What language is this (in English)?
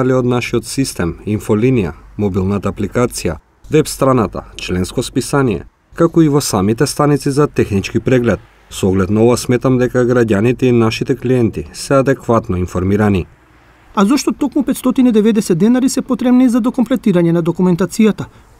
Macedonian